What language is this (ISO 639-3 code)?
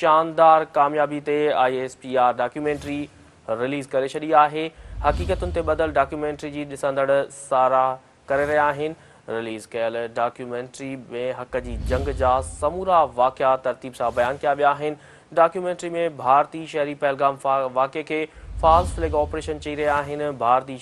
snd